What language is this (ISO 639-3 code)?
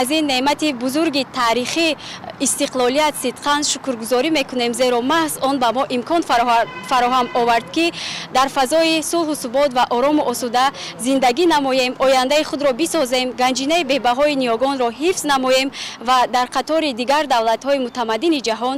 tgk